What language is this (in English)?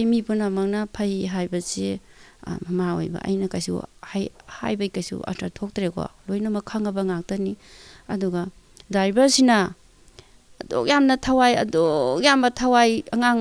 Manipuri